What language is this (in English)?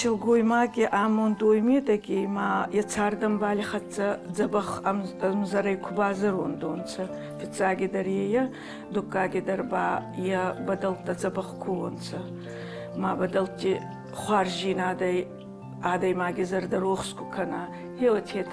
Ossetic